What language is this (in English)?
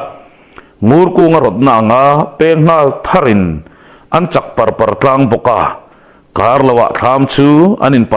Mizo